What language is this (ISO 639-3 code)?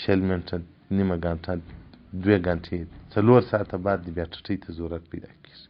pus